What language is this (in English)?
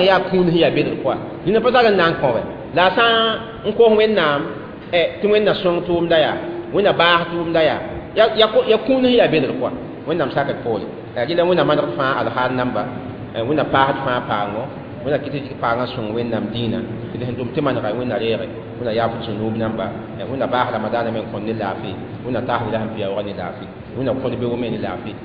Mossi